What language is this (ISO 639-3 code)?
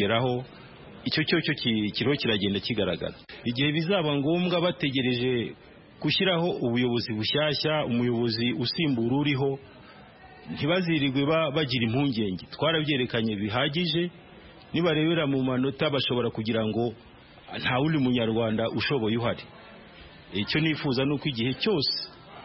kin